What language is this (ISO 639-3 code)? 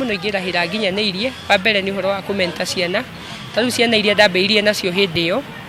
kik